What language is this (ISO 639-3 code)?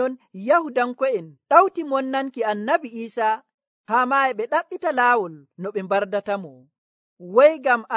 fuv